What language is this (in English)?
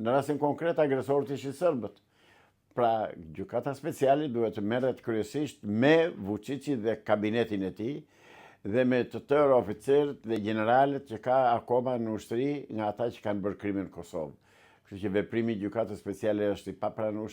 Albanian